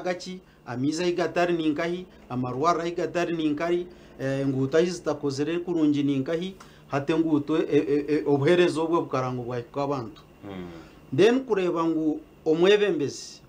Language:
Nyankole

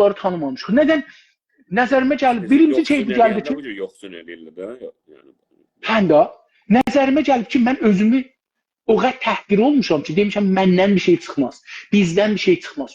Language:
South Azerbaijani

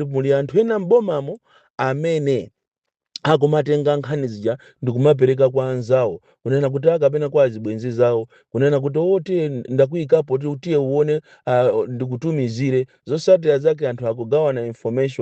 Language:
Nyanja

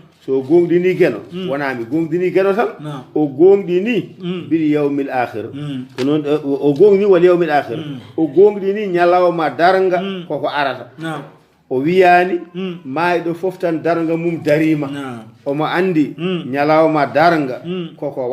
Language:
Fula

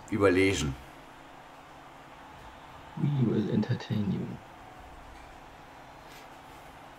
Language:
German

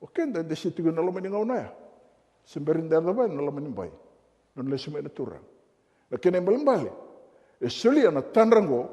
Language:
Fijian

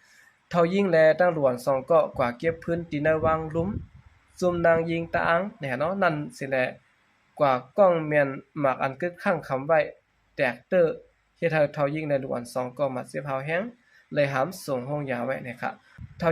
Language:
Shan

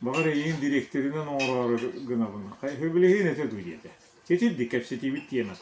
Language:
Yakut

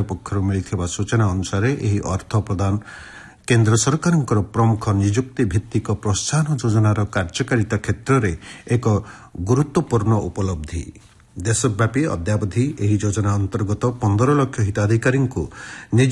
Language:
Odia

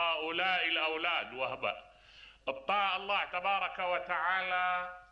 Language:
Mesopotamian Arabic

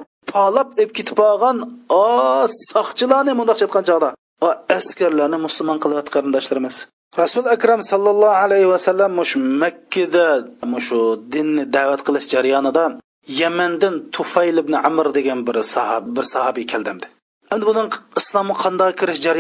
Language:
Uyghur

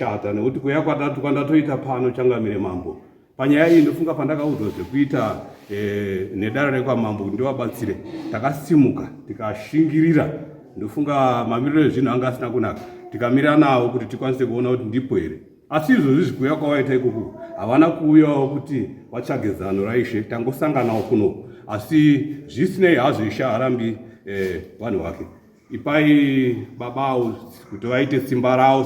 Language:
Shona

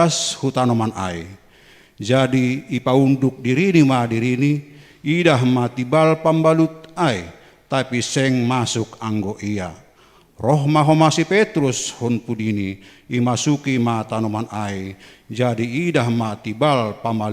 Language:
Batak Simalungun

